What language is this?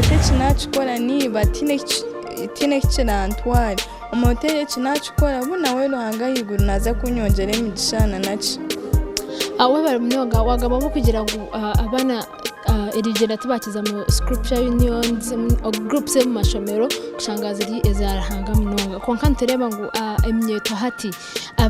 Nyankole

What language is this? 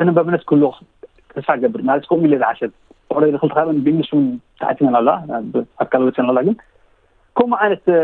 Tigrinya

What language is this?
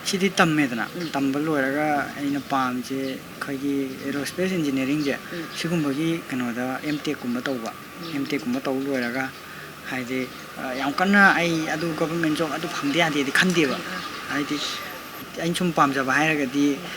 Manipuri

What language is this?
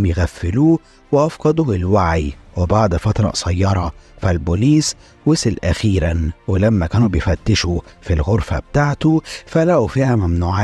Egyptian Arabic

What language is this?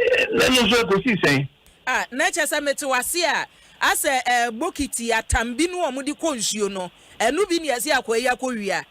Akan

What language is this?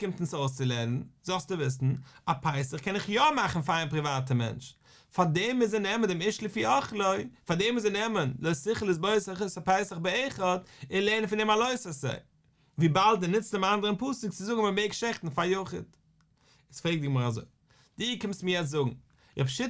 Yiddish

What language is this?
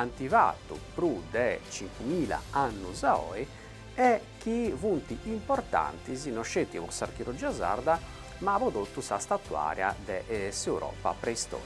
Sardinian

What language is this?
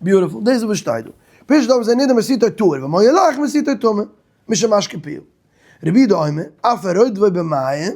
Yiddish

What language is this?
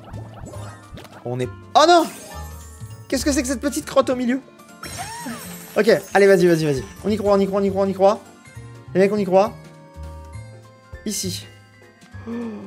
French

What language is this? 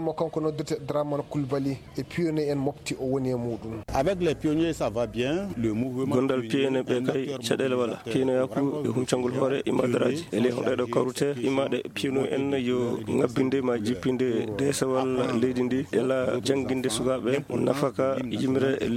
Fula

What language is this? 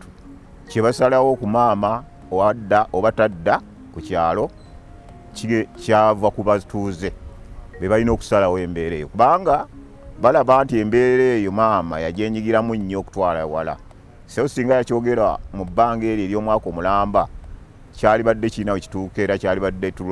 Ganda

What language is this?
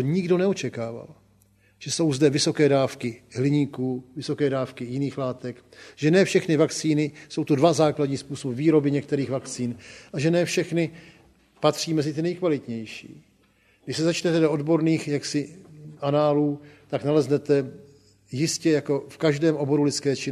Czech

